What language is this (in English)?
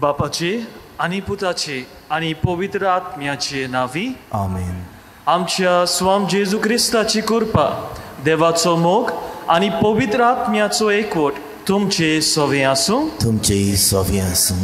Konkani